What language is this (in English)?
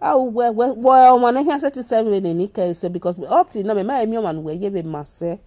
Nigerian Pidgin